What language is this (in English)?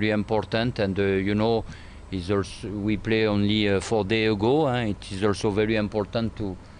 Tswana